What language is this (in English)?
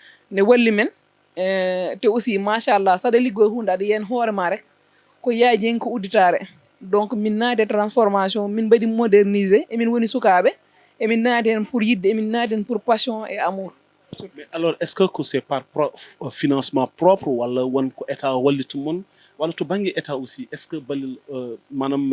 Fula